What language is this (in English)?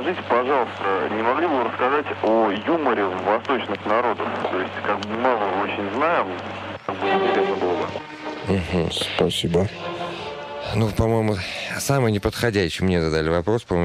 Russian